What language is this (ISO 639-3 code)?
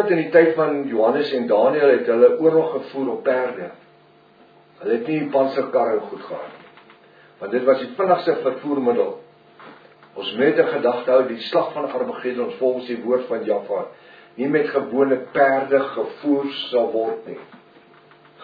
afr